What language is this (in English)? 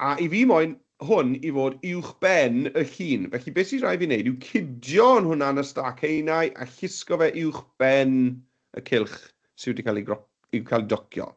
Welsh